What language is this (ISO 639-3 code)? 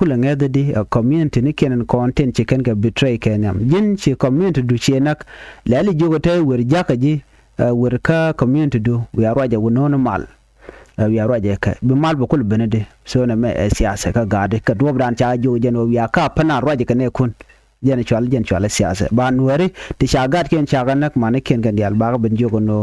nus